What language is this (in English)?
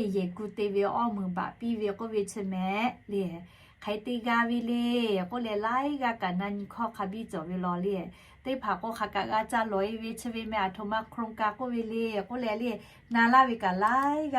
Lahu